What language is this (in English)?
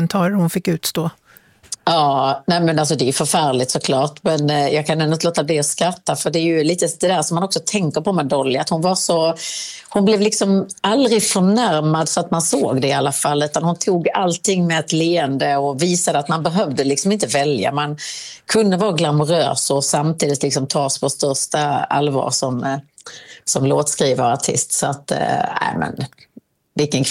Swedish